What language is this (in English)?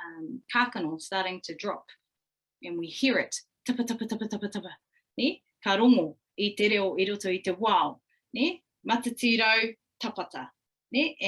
Māori